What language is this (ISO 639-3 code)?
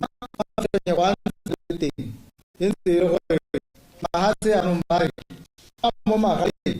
tsn